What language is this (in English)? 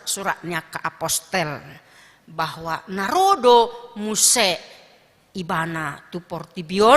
Batak Toba